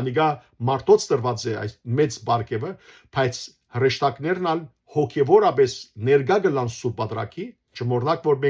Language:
Western Armenian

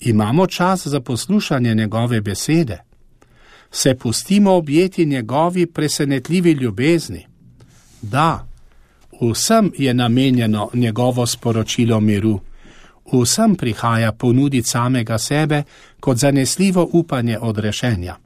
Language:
Slovenian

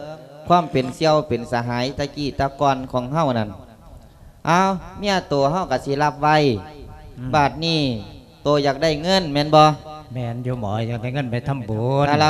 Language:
Lao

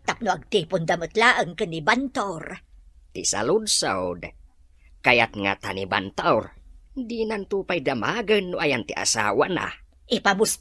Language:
Iloko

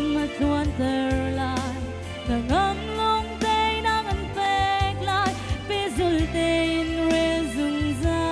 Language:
Hakha Chin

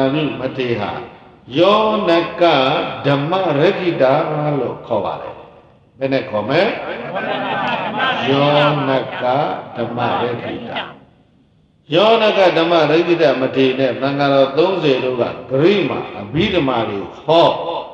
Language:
Burmese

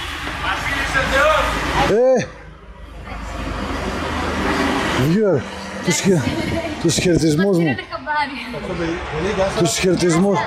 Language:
Greek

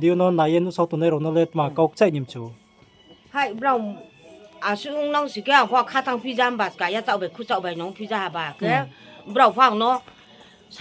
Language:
Riang (India)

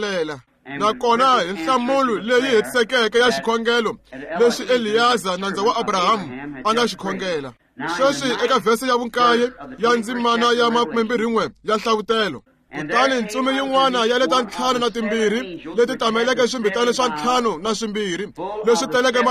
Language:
Tsonga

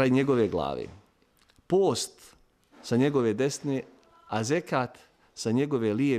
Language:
Bosnian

